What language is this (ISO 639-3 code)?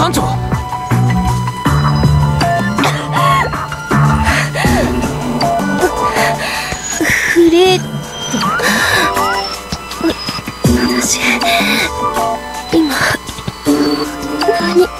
jpn